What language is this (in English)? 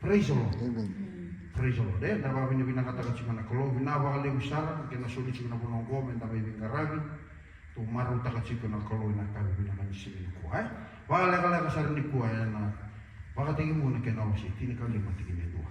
Fijian